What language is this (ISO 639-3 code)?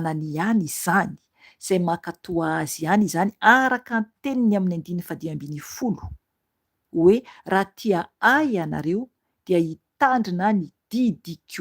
mlg